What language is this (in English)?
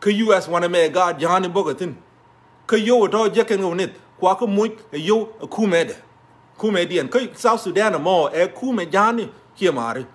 Nuer